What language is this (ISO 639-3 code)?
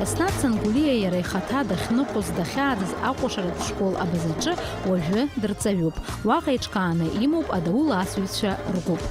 abk